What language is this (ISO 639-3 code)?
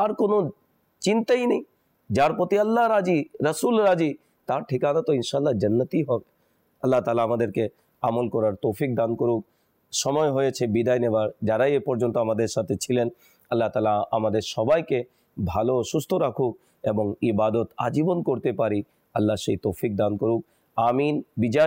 ben